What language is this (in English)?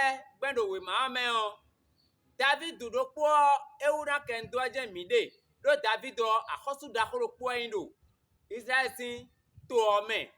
Fon